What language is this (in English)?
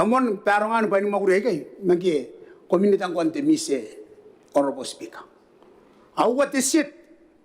Gilbertese